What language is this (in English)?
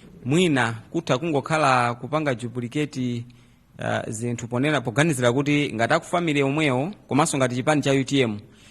Nyanja